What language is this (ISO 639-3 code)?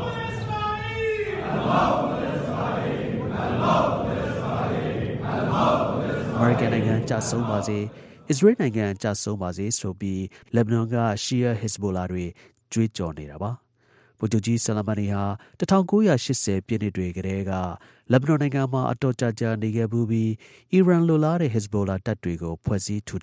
mya